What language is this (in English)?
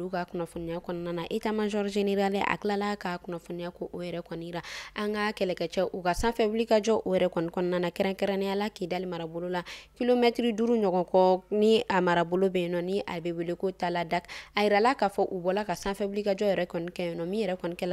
Bambara